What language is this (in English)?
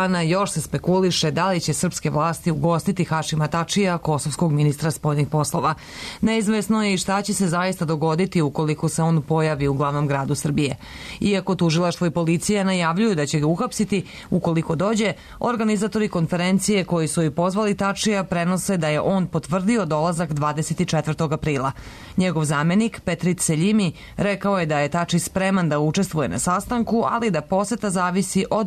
Serbian